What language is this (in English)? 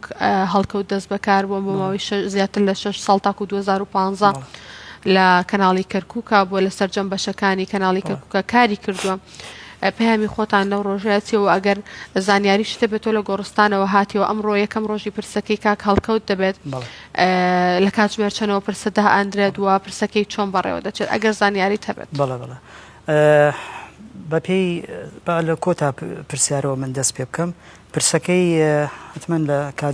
Central Kurdish